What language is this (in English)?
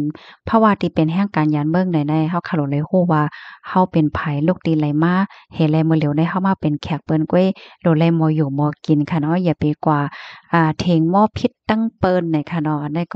Shan